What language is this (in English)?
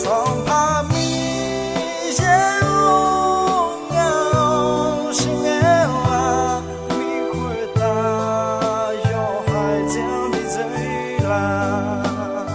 Akha